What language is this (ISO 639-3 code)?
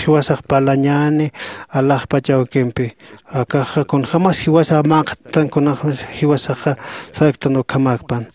aym